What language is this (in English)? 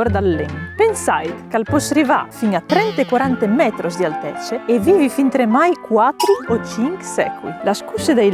Friulian